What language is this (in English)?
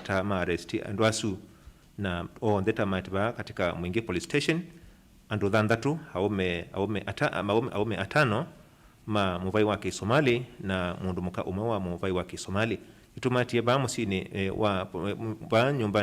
Kamba